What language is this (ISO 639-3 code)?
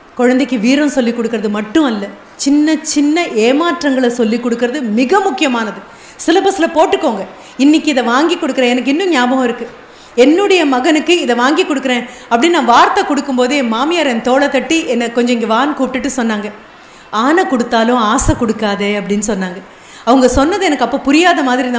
tam